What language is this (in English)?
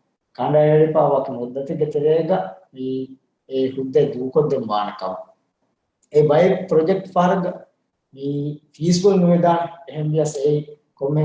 Divehi